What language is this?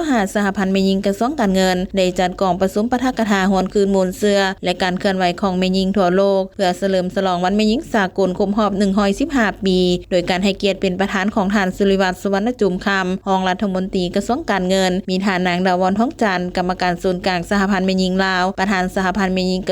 Lao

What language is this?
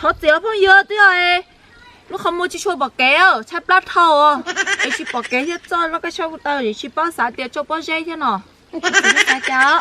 Hmong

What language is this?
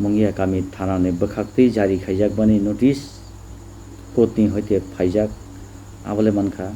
Kok Borok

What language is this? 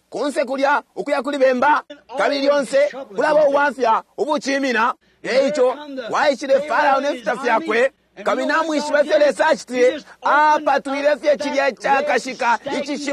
Bemba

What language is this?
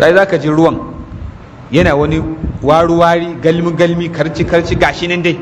Hausa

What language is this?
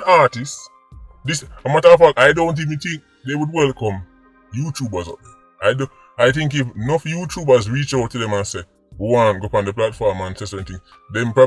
Jamaican Creole English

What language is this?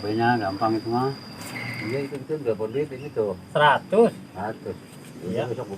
Betawi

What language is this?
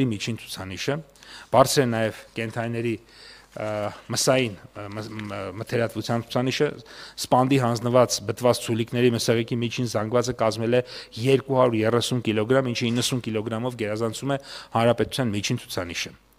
Armenian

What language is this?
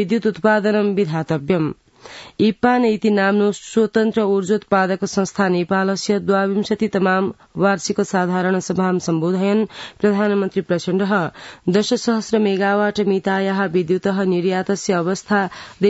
Sanskrit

